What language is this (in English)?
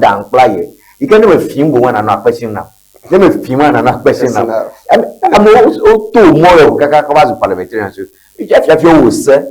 Ewe